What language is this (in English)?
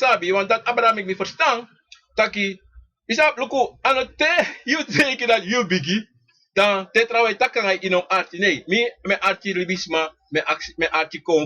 Sranan Tongo